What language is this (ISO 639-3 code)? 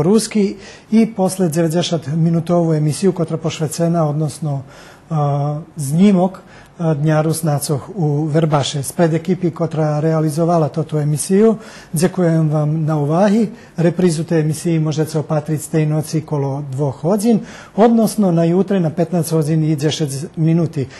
rue